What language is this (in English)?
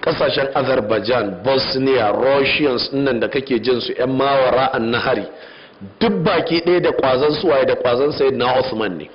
Hausa